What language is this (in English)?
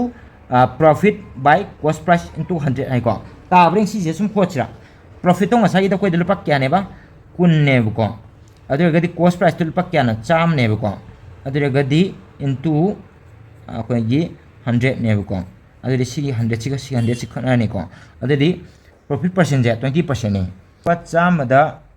Manipuri